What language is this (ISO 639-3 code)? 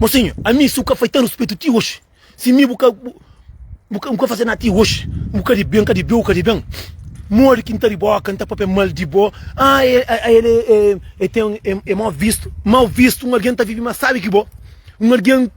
kea